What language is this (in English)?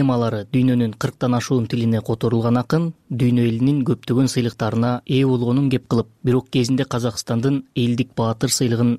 Kyrgyz